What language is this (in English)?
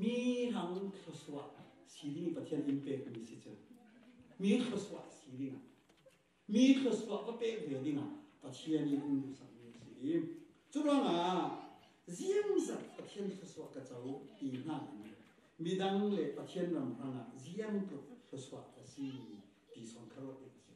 Falam Chin